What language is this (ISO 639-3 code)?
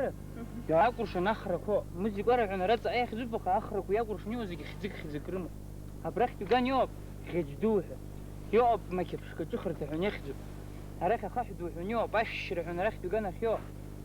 abk